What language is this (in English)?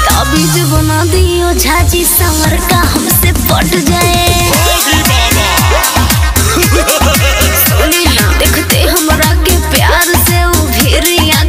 Bhojpuri